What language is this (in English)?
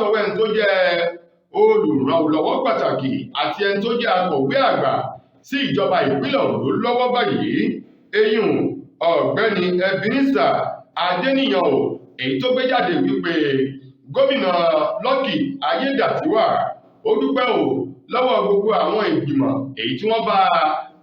Yoruba